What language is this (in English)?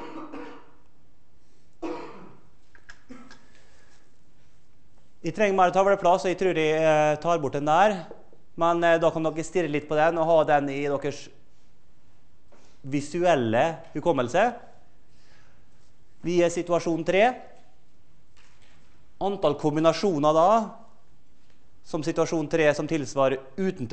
Norwegian